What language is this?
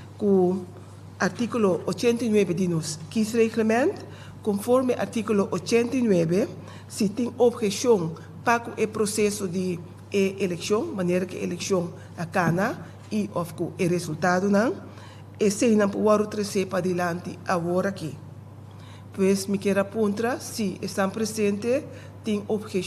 Papiamento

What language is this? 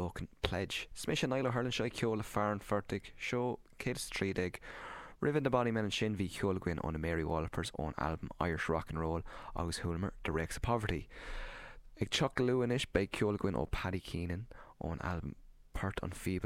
Irish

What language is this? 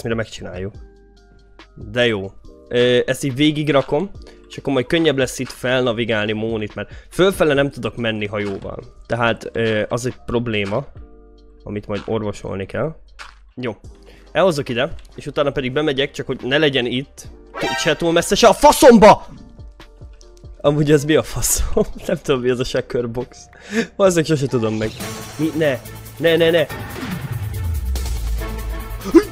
Hungarian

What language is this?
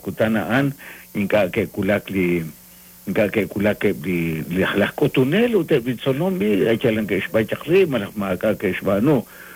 Kekchí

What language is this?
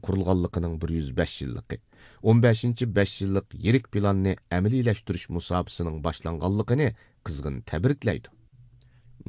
Uyghur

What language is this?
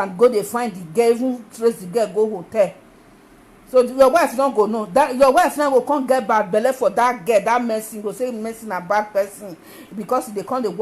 Nigerian Pidgin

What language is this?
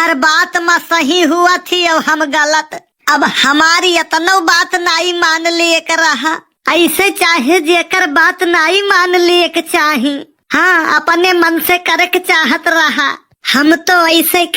Awadhi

